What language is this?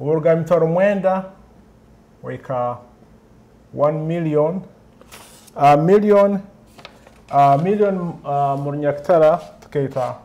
Nyoro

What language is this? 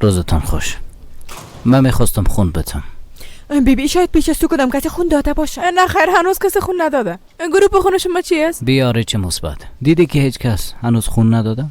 Persian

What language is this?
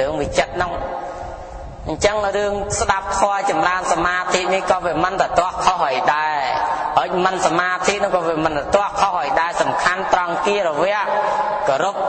Khmer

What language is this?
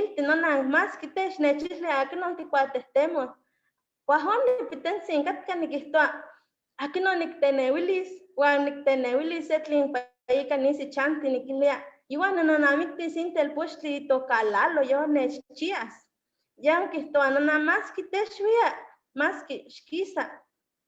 Eastern Huasteca Nahuatl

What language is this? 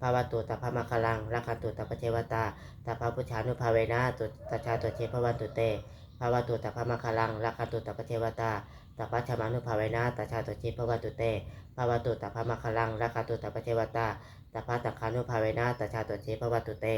Pali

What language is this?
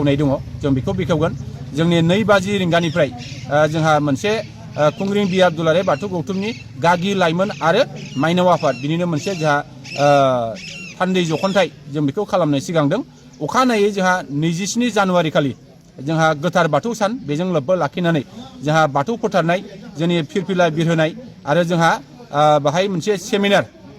Bodo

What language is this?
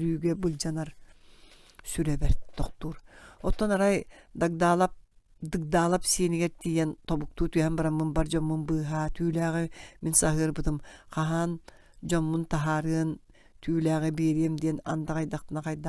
Yakut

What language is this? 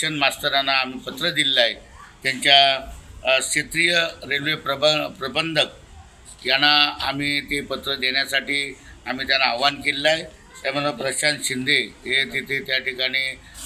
Marathi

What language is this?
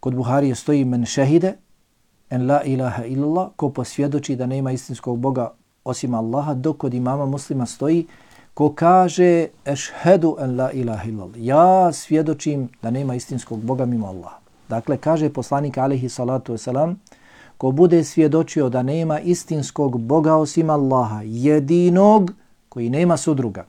Bosnian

